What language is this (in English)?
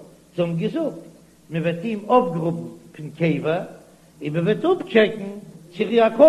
Yiddish